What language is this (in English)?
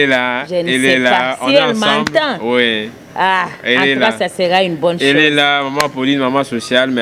Luba-Lulua